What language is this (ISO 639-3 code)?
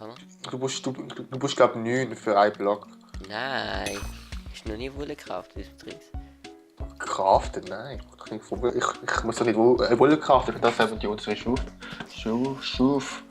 gsw